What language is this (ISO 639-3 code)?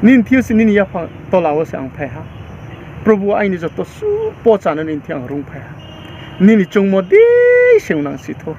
ria